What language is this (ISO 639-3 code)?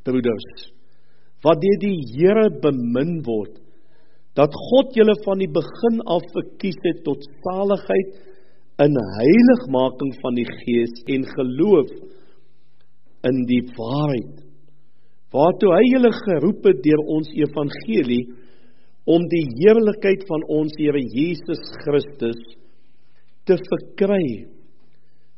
afr